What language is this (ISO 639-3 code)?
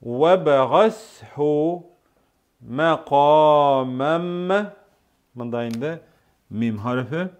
tat